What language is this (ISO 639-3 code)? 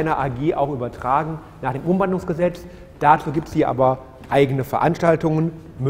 deu